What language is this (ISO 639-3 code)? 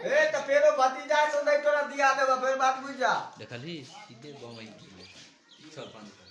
mai